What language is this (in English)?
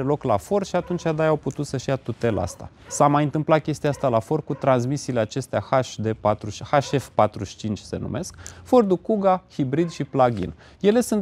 Romanian